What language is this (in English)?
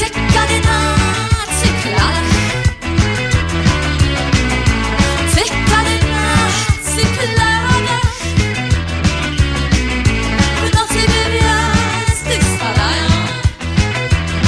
Polish